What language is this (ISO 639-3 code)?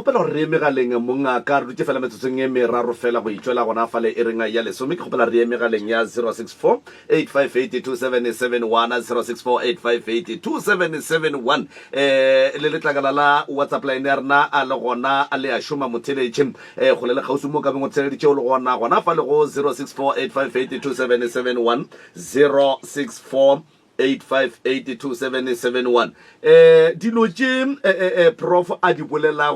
nso